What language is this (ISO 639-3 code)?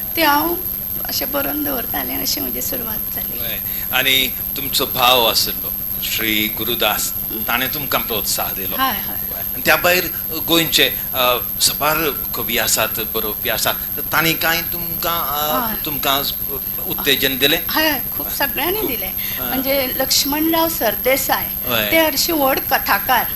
kok